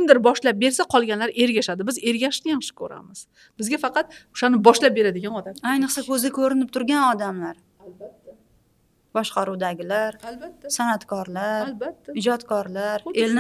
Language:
Uzbek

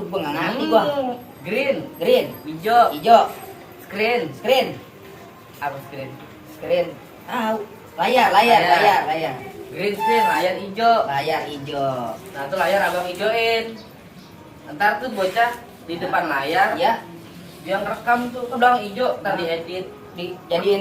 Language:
Betawi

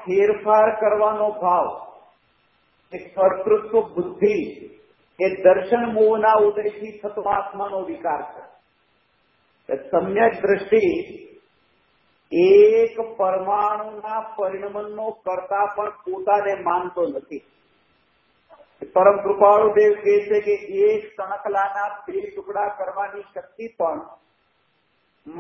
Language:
Gujarati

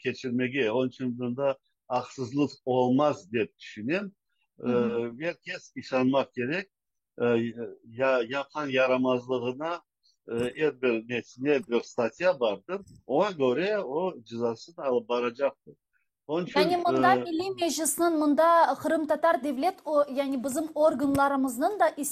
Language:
Crimean Tatar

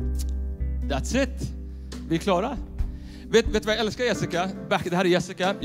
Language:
Swedish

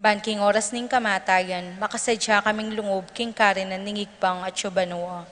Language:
Pampanga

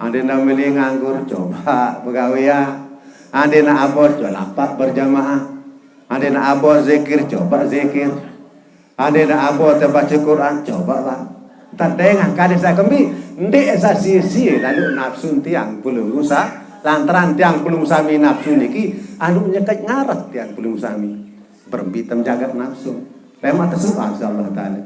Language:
Sasak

